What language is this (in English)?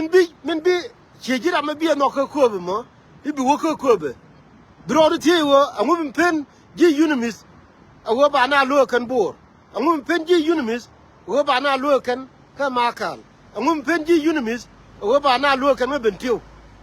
Nuer